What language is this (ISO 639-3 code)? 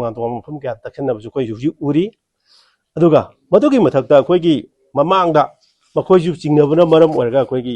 mni